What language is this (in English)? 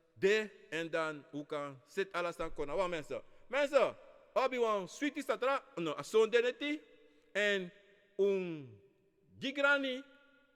Sranan Tongo